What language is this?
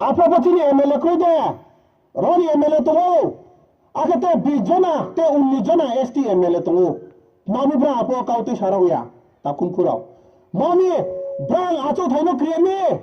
Riang (India)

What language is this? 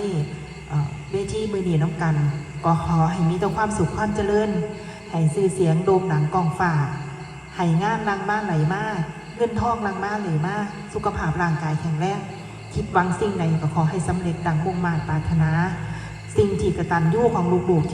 Northeastern Thai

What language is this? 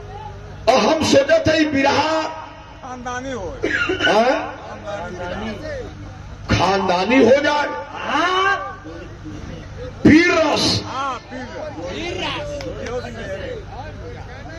Bhojpuri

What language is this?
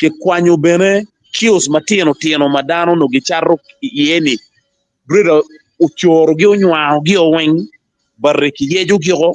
Acoli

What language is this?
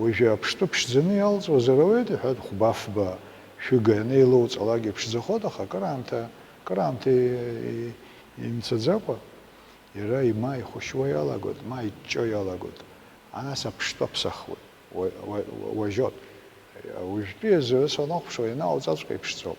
Abkhazian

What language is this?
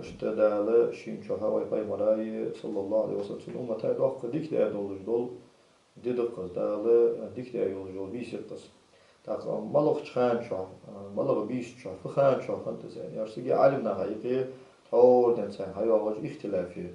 Ingush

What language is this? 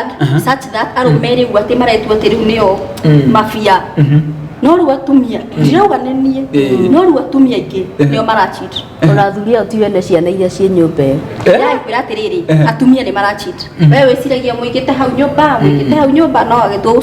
Kikuyu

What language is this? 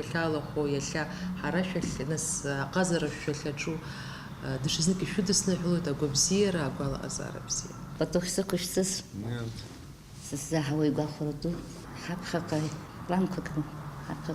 Abkhazian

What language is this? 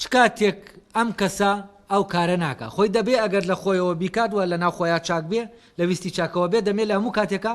Central Kurdish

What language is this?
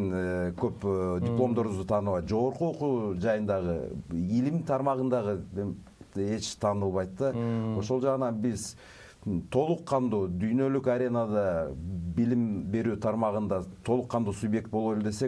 Kyrgyz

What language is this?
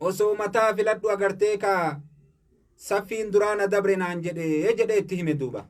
Oromo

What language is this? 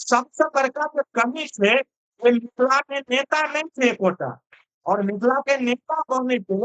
Maithili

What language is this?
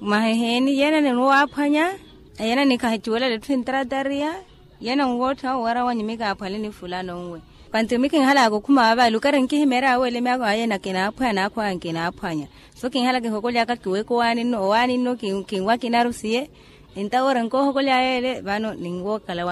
Makhuwa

